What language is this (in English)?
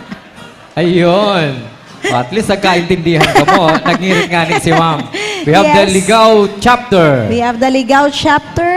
Bikol